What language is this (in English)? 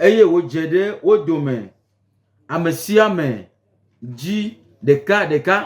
Gen